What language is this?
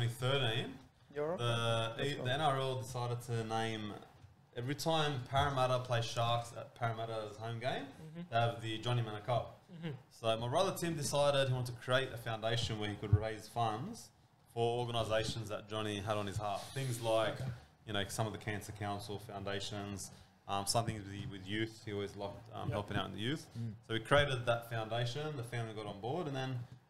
English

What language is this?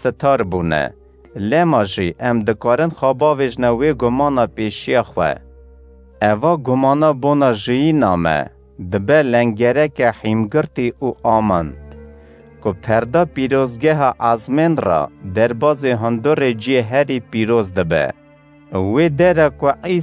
Kurdish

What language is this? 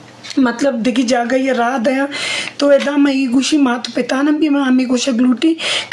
Eastern Balochi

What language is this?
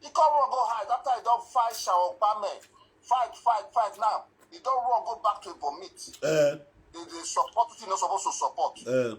Nigerian Pidgin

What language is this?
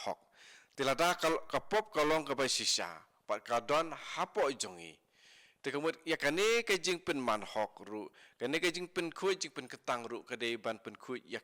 Khasi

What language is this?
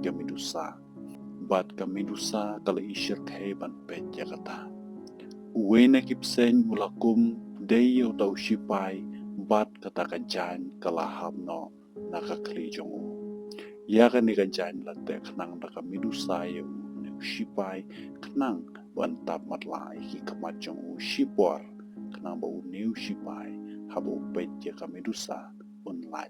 Khasi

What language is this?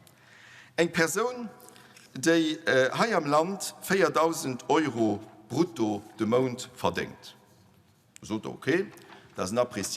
Luxembourgish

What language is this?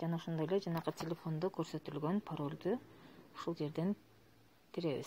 Kyrgyz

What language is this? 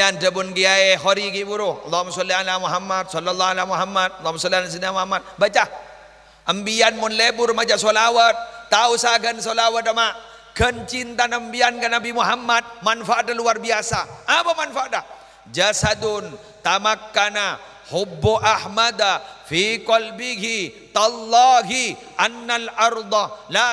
Madurese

